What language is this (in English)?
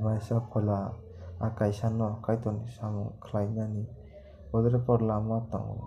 Kok Borok